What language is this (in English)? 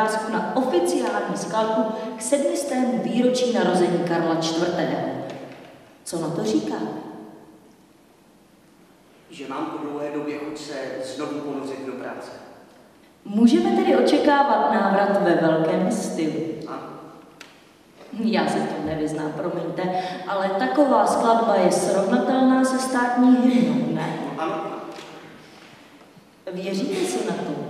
Czech